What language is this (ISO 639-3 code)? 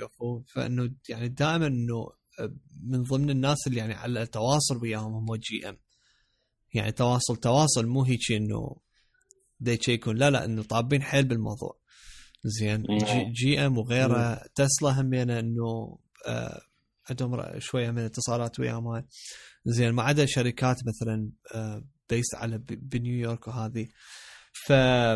acm